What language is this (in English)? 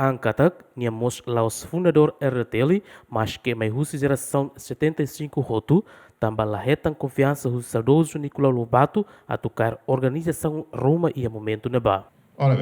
Tetum